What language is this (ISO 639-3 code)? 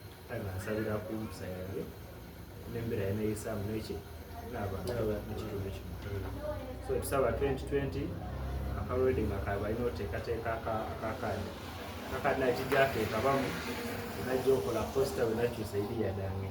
xog